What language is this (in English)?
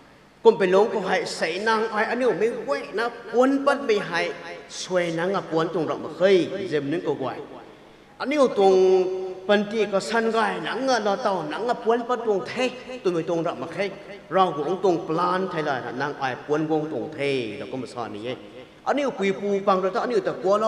Rongmei Naga